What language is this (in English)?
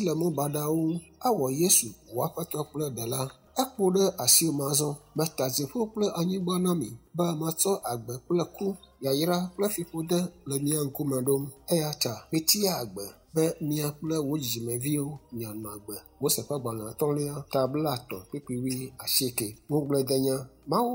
Ewe